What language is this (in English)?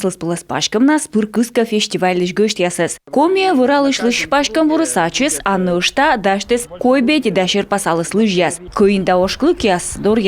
Komi